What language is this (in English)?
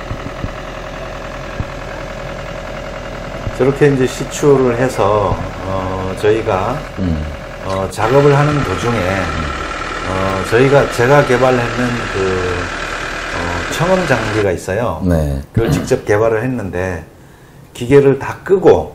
Korean